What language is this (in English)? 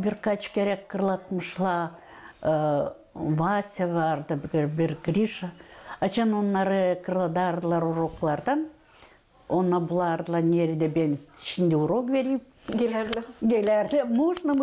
Gagauz